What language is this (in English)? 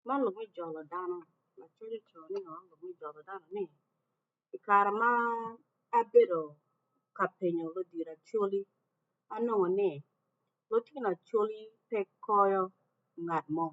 Acoli